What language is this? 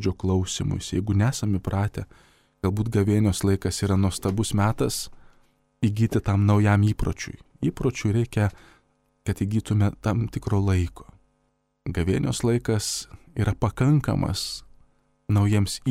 Lithuanian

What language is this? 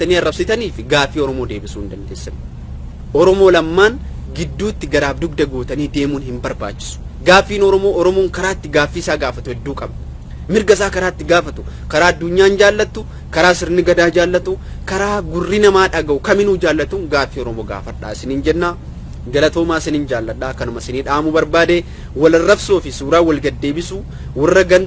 Oromo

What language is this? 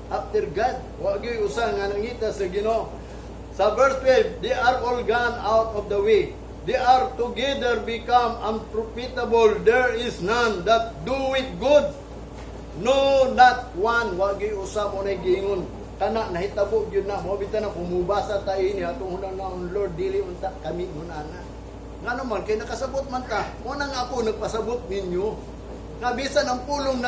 Cebuano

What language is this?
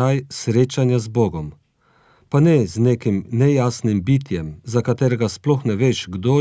Slovenian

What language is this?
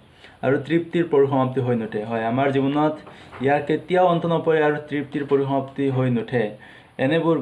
Assamese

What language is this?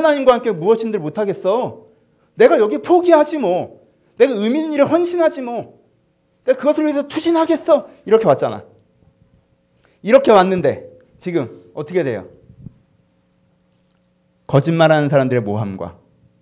Korean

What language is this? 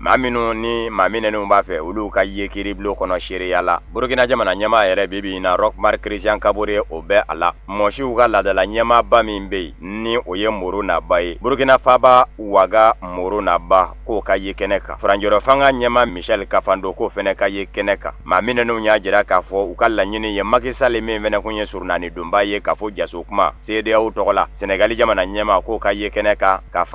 Bambara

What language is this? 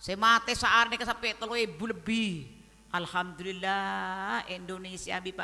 Madurese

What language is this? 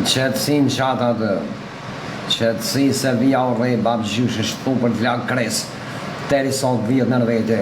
Albanian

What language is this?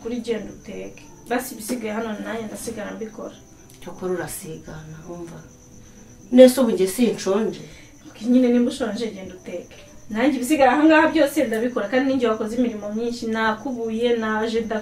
Kinyarwanda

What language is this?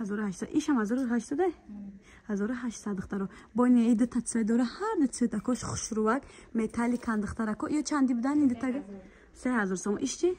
Tajik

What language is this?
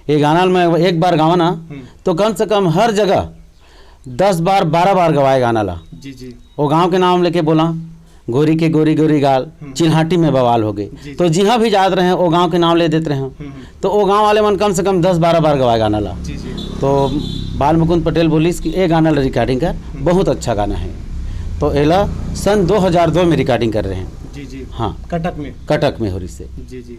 Chhattisgarhi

